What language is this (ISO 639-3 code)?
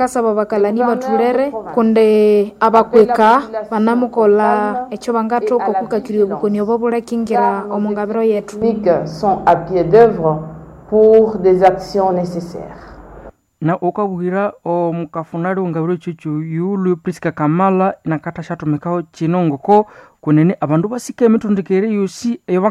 nnb